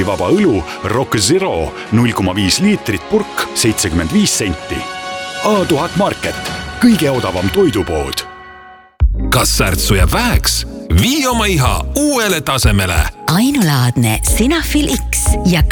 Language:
Estonian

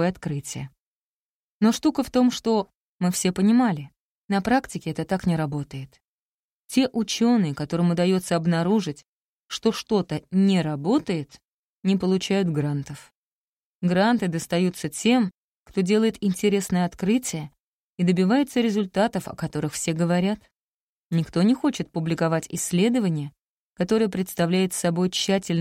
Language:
Russian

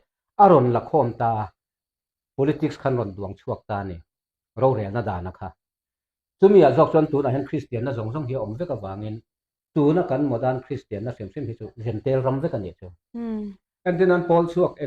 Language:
Mizo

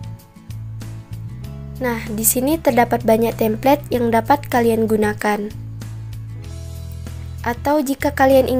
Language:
Indonesian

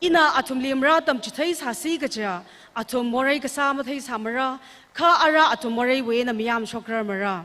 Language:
Tangkhul Naga (India)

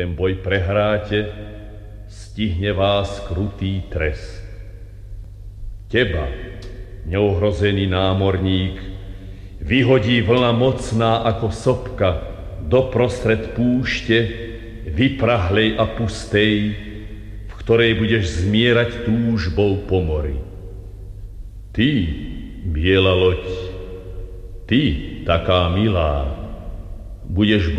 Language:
Slovak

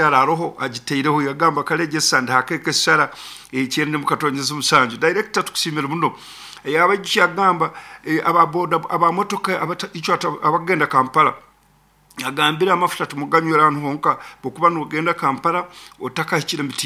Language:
Nyankole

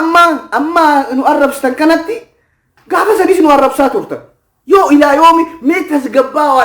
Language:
Oromo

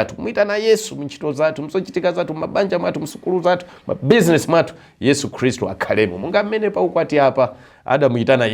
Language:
Nyanja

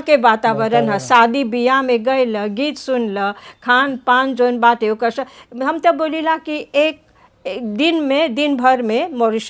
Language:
Bhojpuri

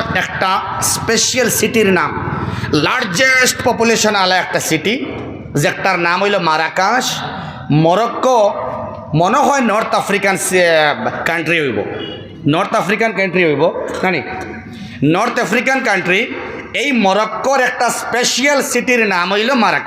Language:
Sylheti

